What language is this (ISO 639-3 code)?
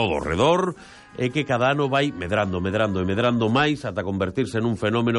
glg